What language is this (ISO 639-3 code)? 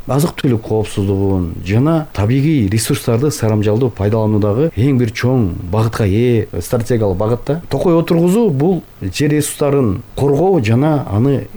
kir